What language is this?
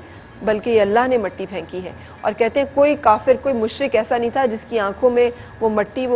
Urdu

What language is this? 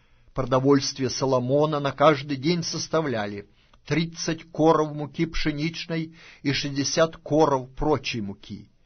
Russian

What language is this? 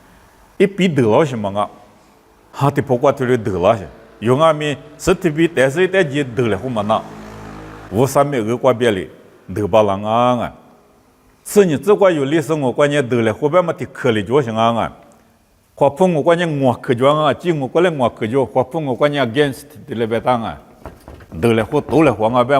Lisu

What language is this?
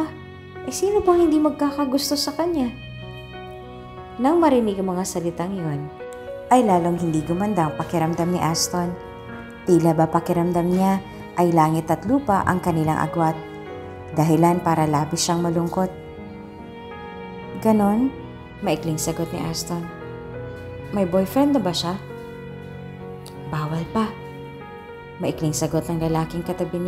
Filipino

